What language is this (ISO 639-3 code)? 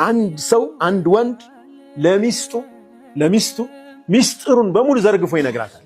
amh